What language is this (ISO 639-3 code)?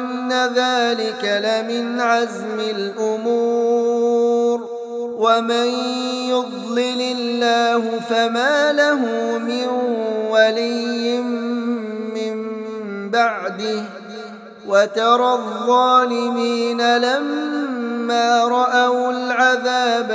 ara